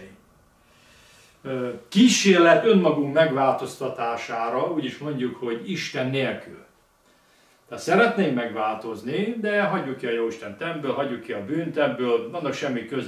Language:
Hungarian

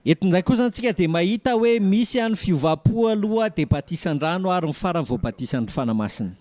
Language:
Malagasy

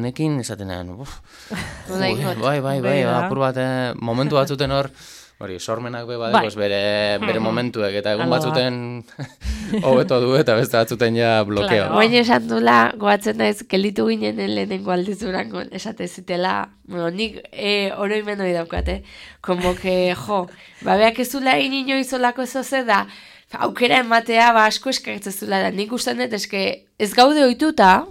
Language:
Basque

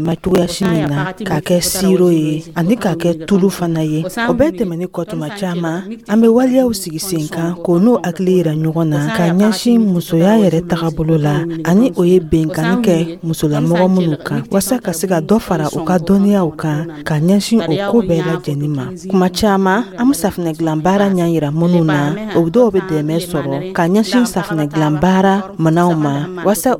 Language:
Dyula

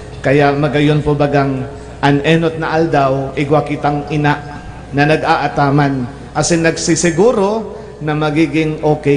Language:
Bikol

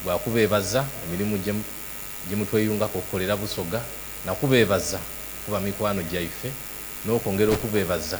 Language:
Soga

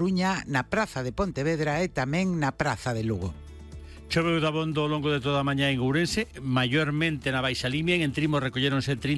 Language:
Galician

